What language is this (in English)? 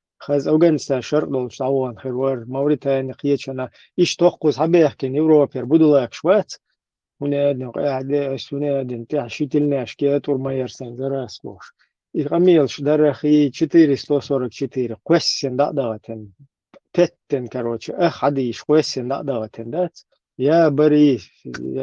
Chechen